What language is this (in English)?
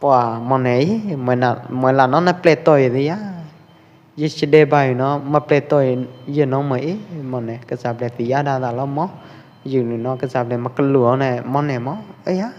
Pwo Eastern Karen